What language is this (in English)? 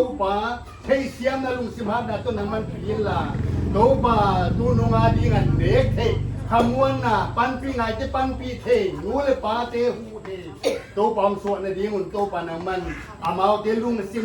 Paite Chin